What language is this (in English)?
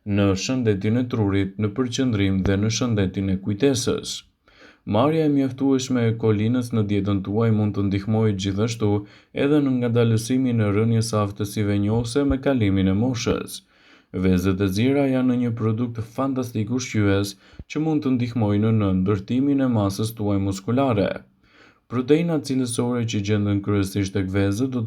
Albanian